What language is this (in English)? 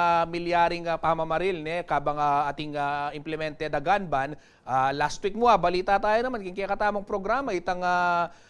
Pampanga